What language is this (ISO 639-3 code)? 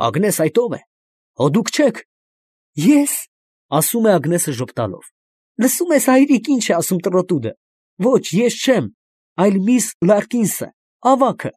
hye